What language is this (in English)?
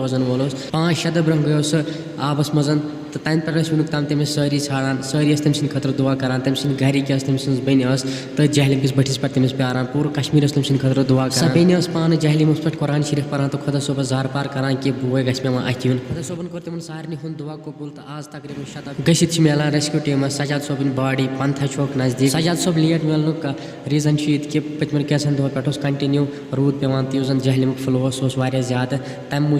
Kashmiri